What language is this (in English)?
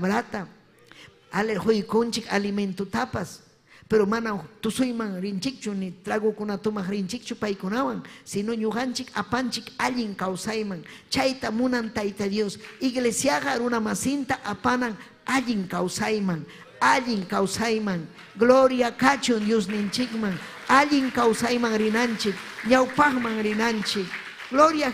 Ayacucho Quechua